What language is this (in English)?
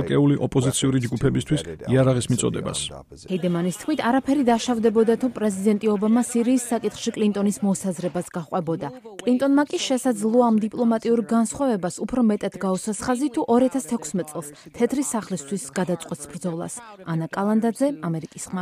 Georgian